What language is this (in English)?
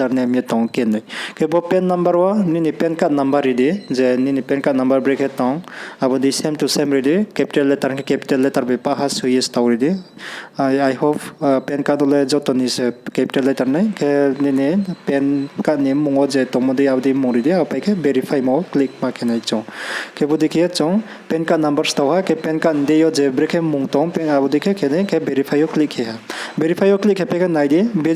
Riang (India)